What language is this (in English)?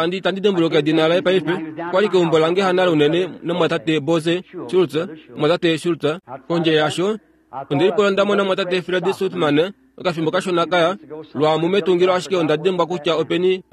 Kuanyama